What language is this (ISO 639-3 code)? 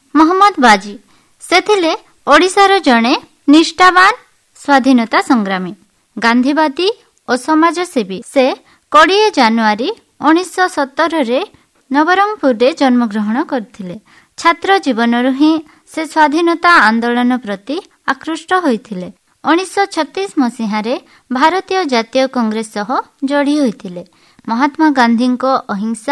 ori